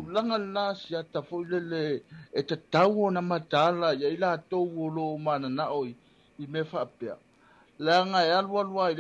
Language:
Samoan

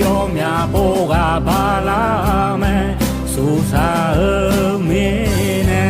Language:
Akha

